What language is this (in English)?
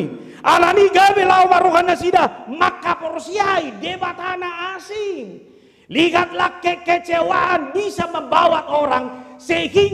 Batak Toba